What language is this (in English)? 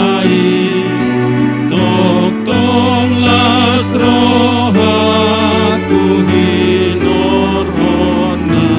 Batak Toba